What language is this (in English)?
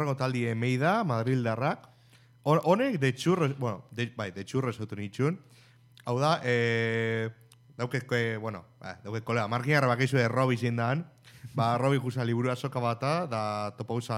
Basque